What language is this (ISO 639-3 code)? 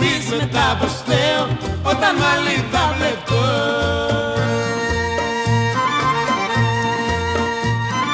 ell